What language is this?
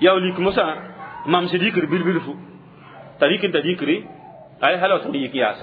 Mossi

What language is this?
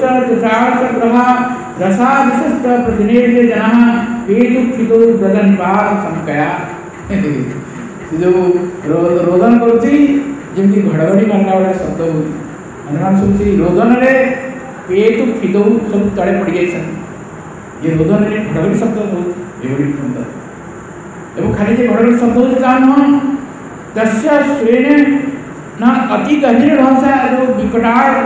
Odia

